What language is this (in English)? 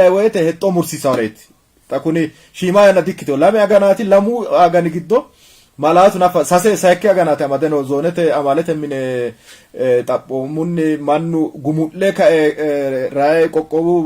Sidamo